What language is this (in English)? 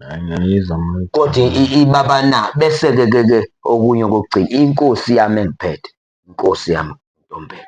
Zulu